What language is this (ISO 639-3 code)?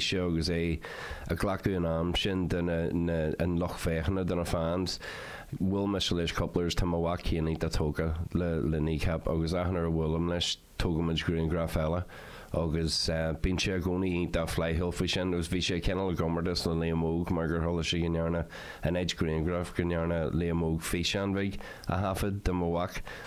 gle